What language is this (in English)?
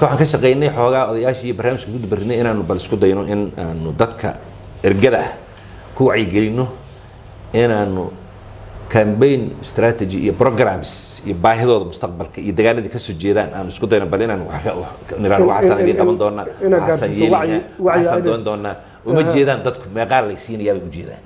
Somali